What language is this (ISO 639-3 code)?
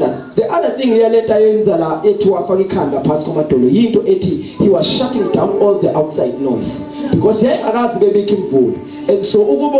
zul